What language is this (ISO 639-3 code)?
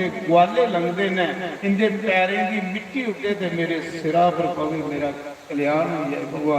doi